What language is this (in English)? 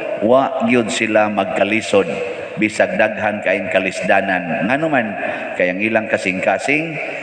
Cebuano